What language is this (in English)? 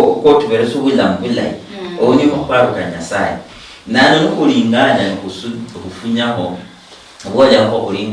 Luyia